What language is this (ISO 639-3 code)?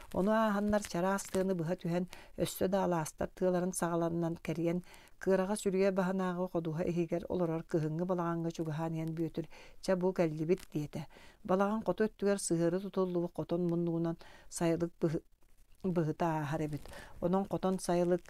sah